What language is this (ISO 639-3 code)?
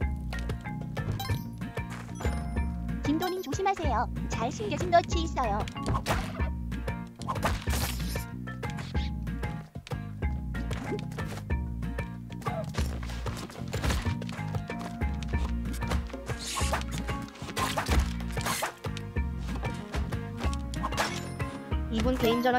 kor